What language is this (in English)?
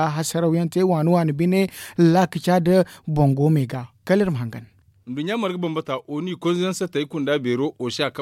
Zarma